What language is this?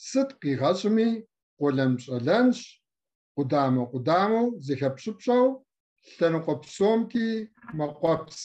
Kabardian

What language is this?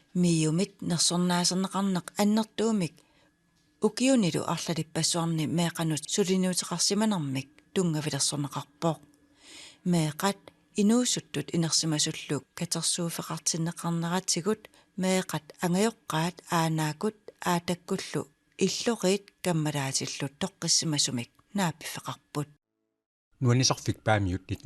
Kalaallisut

